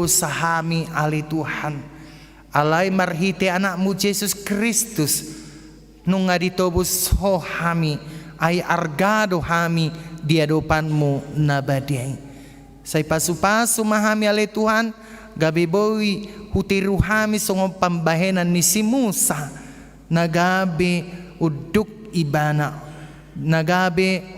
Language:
Batak Toba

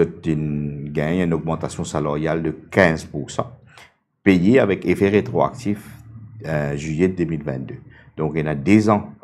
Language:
Morisyen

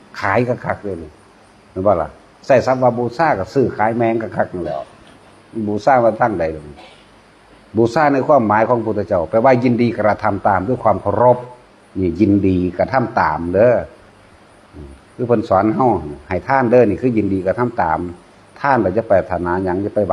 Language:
Northeastern Thai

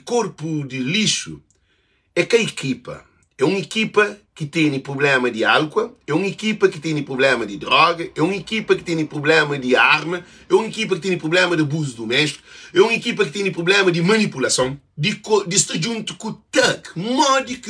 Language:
Kabuverdianu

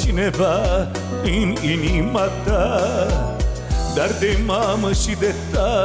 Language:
Romanian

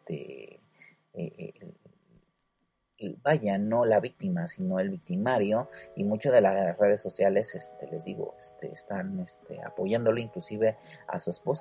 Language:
Spanish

